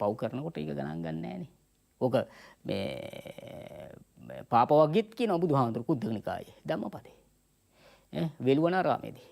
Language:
Sinhala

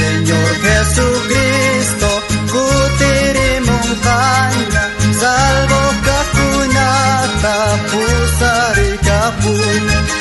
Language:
South Bolivian Quechua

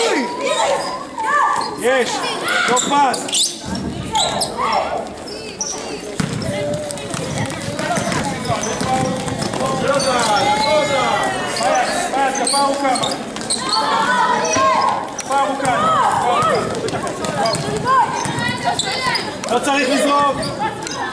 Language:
Hebrew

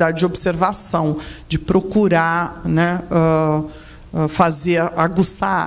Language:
Portuguese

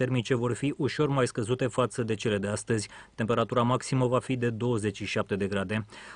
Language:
Romanian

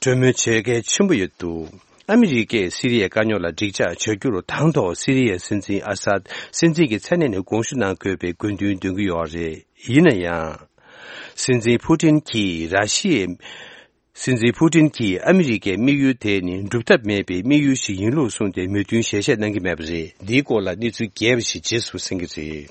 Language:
Tibetan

